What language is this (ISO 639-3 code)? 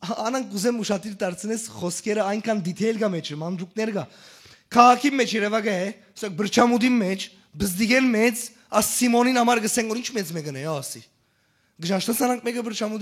hyw